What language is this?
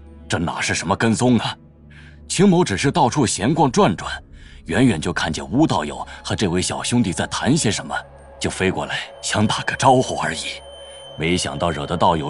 Chinese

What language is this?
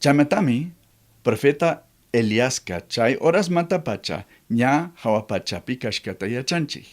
Chimborazo Highland Quichua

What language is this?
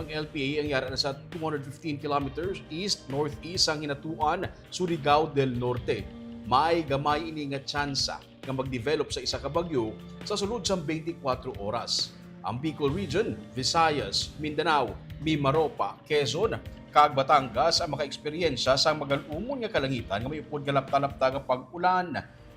Hiligaynon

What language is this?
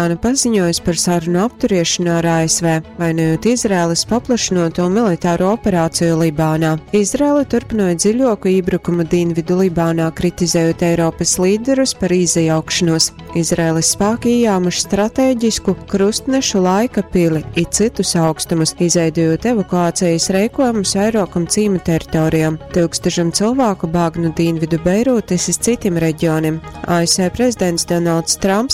Latgalian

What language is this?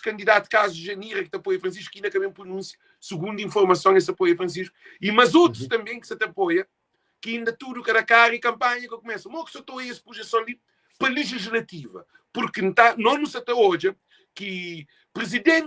Kabuverdianu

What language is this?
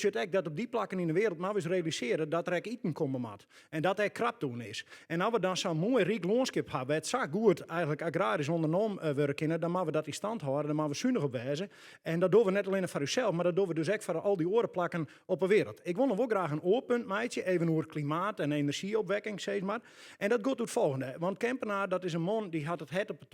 Western Frisian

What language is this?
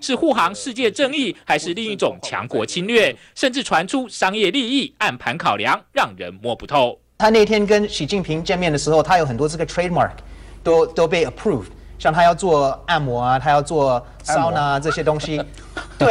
Chinese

